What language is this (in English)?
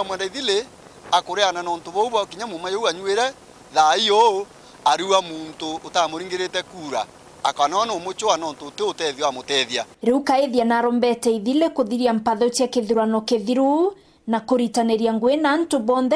Meru